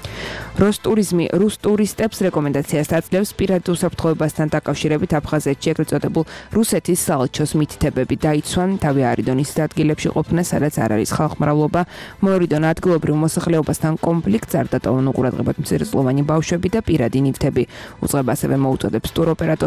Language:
Georgian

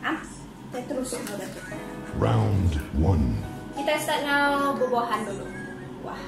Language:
Iban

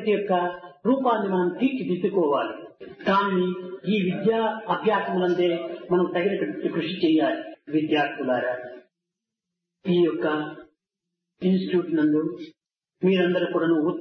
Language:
Telugu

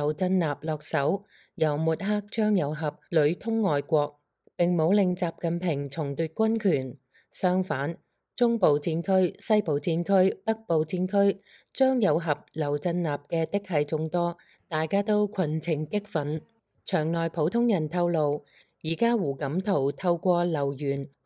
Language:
Cantonese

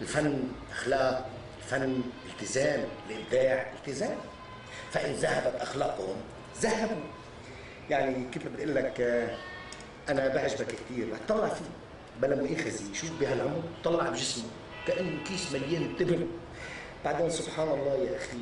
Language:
North Levantine Arabic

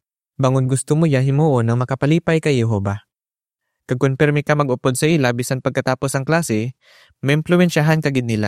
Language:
Hiligaynon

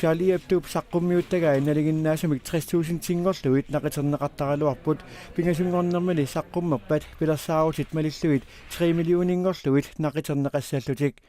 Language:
Kalaallisut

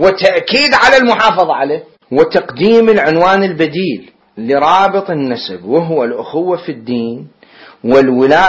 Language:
Arabic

